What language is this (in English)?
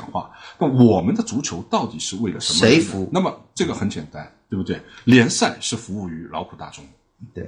Chinese